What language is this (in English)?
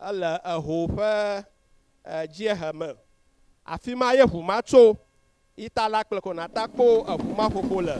Ewe